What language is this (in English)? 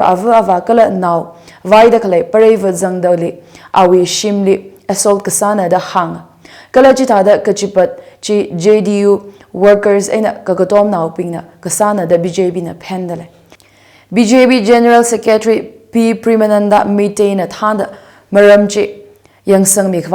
Tangkhul Naga (India)